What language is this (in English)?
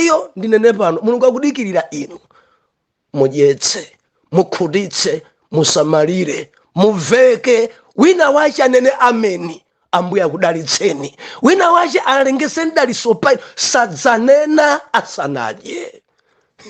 Nyanja